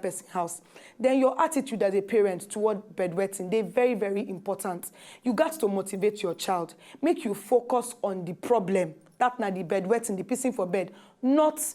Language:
Nigerian Pidgin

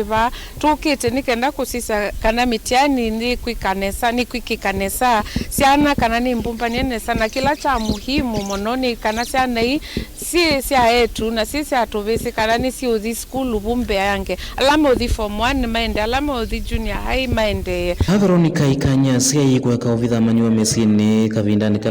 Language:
Kamba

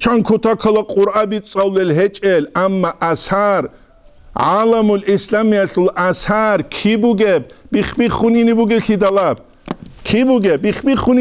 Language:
Avaric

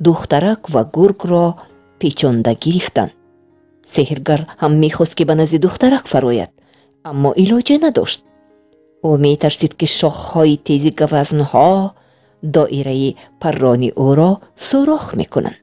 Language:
Tajik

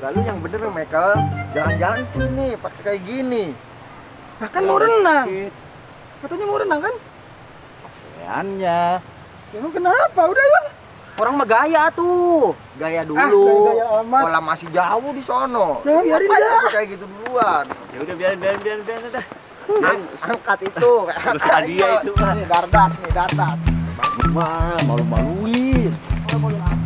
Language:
Betawi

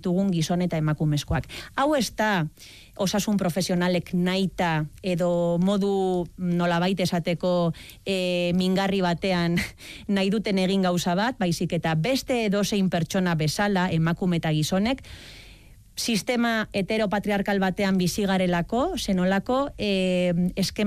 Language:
Basque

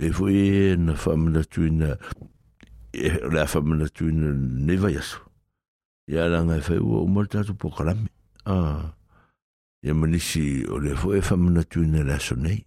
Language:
Samoan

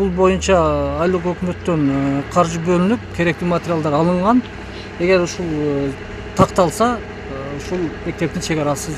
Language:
Kyrgyz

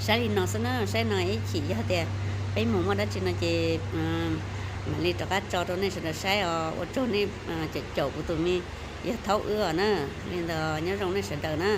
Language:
Hmong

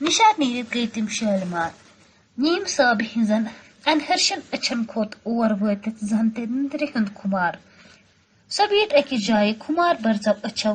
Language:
Kashmiri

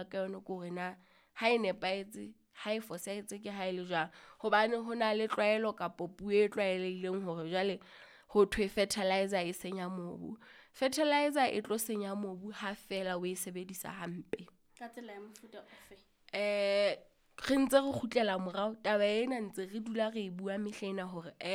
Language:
Southern Sotho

